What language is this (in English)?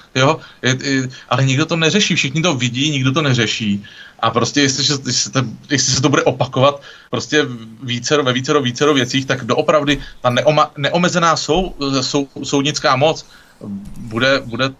Czech